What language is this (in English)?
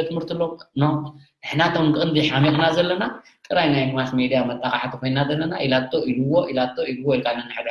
Tigrinya